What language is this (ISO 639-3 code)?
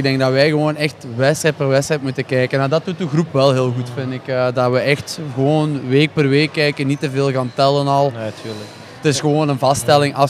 nld